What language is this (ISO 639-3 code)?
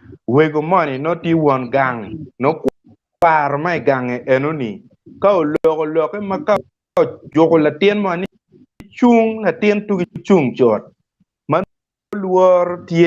ach